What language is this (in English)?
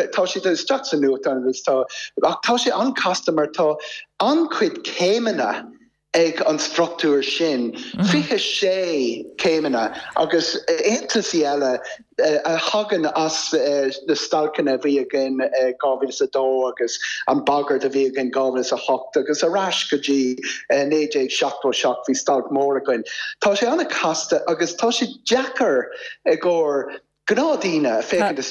Irish